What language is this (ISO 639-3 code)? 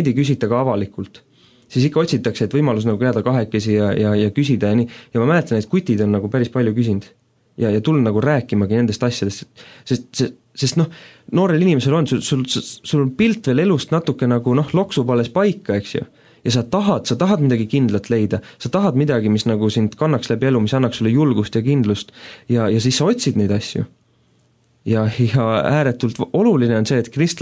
est